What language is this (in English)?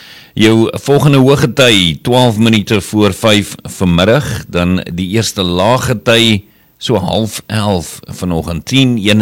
Afrikaans